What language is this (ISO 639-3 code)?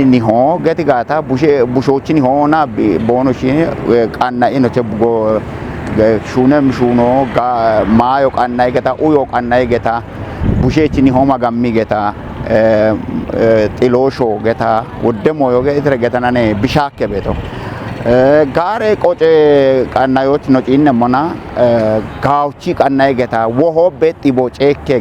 kbr